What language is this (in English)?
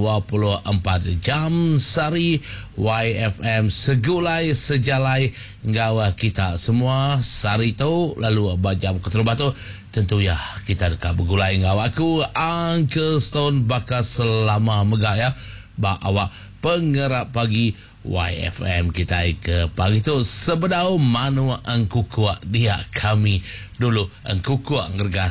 Iban